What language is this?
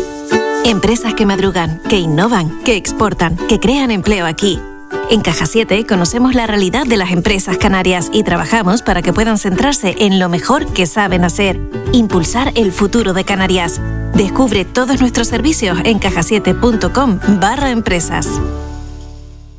Spanish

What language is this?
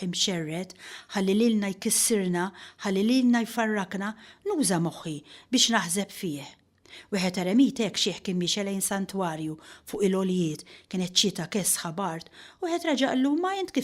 Maltese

